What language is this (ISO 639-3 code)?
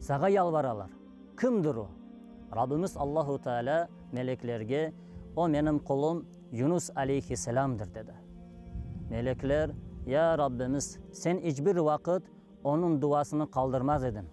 crh